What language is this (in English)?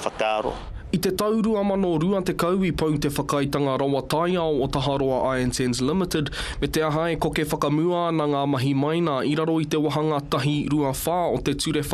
Māori